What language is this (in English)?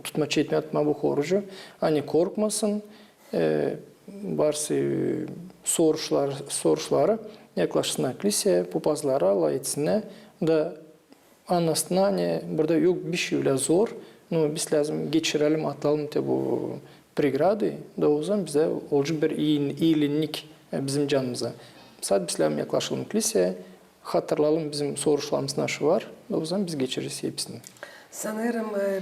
Gagauz